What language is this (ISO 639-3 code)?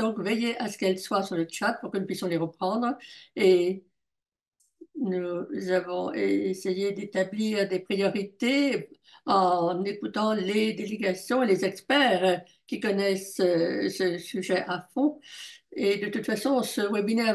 fra